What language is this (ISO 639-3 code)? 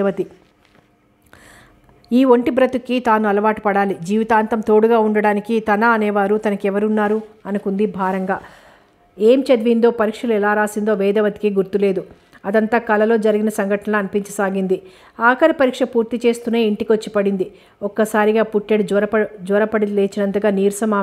tel